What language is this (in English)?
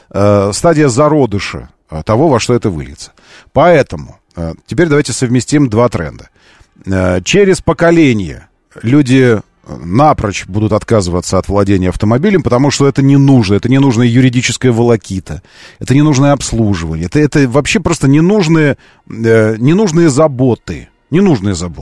Russian